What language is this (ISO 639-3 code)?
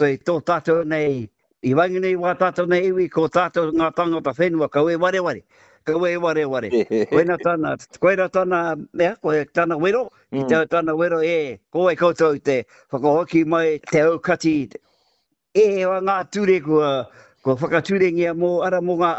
mri